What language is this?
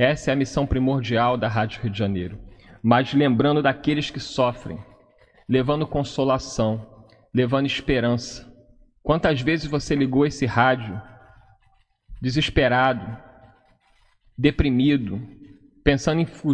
Portuguese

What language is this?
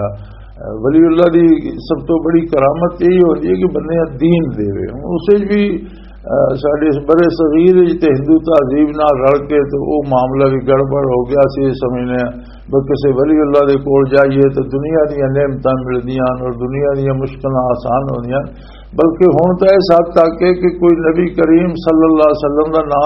Western Panjabi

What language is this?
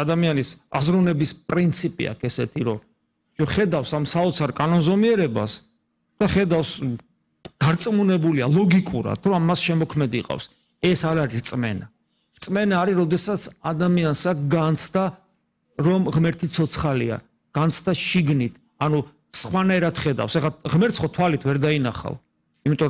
Georgian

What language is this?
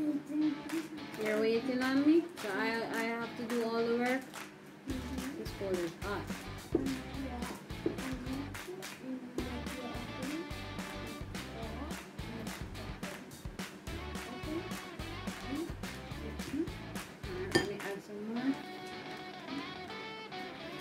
English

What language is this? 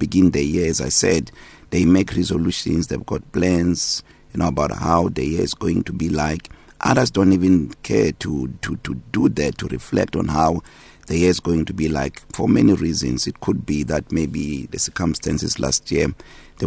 English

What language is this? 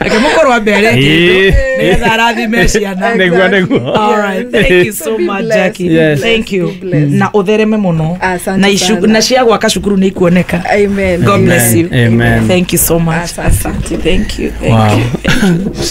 Kikuyu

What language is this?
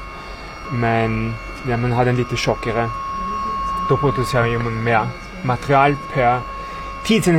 Swedish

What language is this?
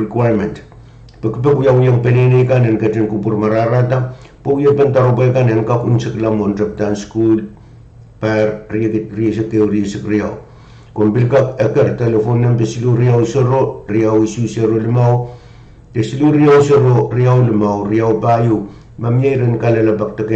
Pohnpeian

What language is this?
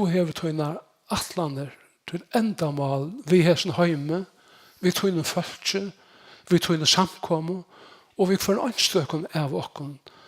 Faroese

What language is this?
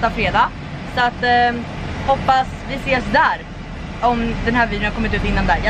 Swedish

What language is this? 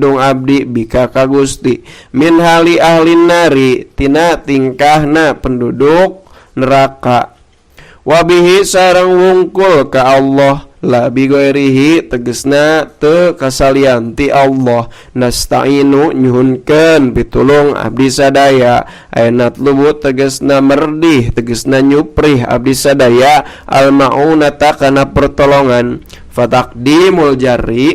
Sundanese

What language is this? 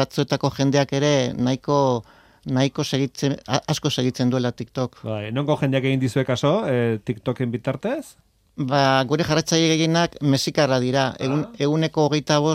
Basque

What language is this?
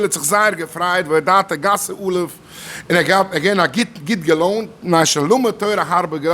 Yiddish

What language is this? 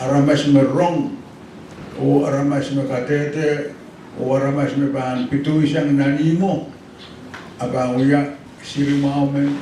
Pohnpeian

